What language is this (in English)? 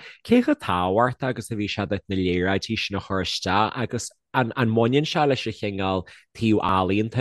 Irish